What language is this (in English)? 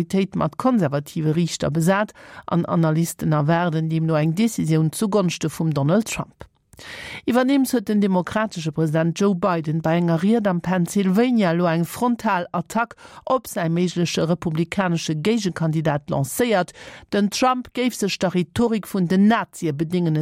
Luxembourgish